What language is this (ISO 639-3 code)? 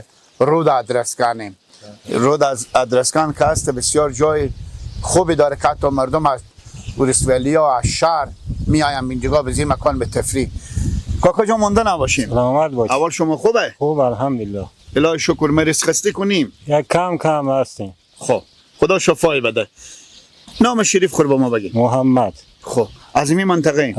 fas